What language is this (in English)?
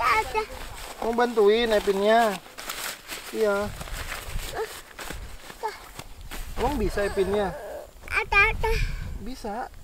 Indonesian